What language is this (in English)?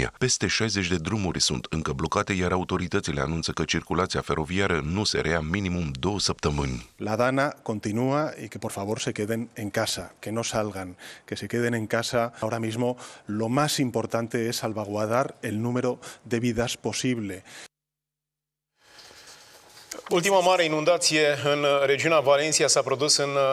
Romanian